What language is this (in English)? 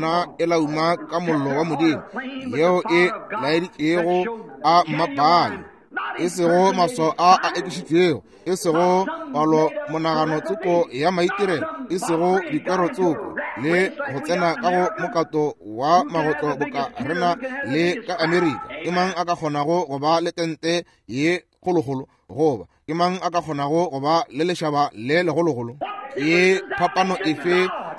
Northern Sotho